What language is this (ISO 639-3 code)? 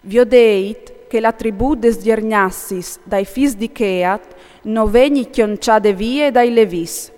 fur